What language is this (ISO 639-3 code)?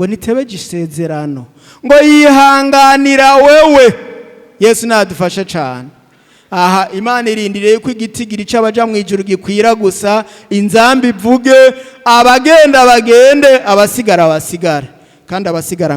run